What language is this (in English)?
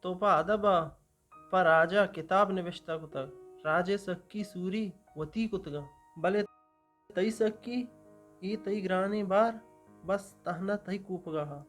Eastern Balochi